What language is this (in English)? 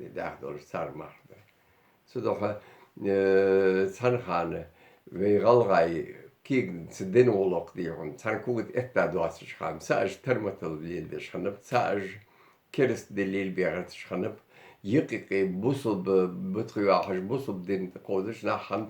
Ingush